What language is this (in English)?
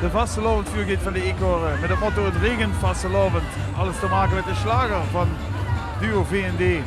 Limburgish